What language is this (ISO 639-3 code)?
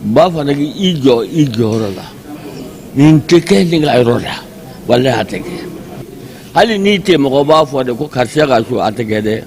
bam